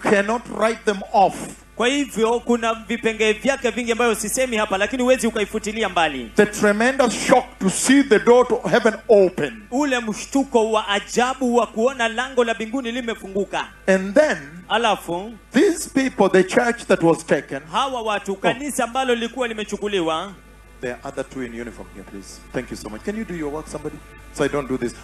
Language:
Swahili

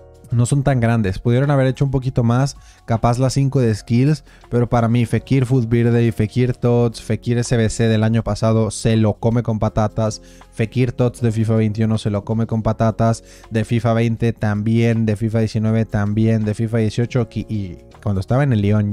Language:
Spanish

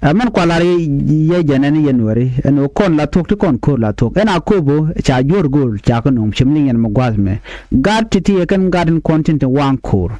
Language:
Nuer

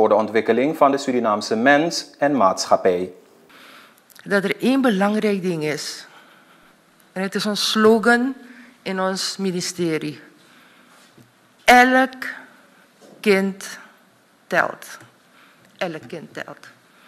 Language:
Dutch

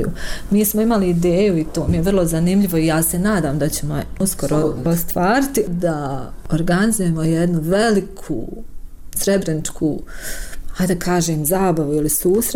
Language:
Bosnian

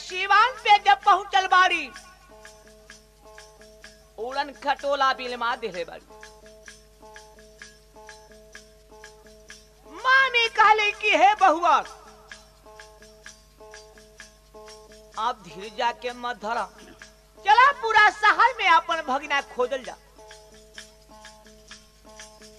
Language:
Bhojpuri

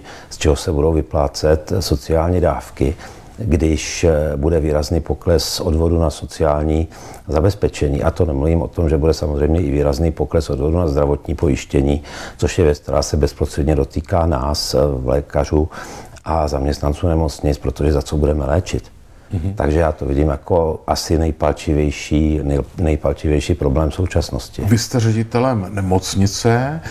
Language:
Czech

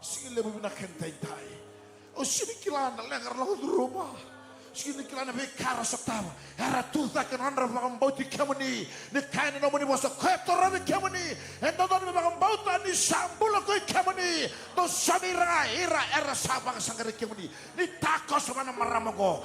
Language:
Fijian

